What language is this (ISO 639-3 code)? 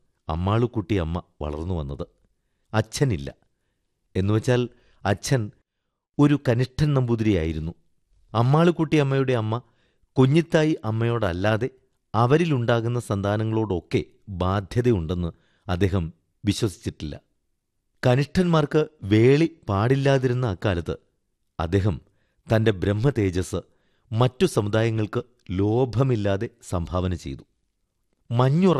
mal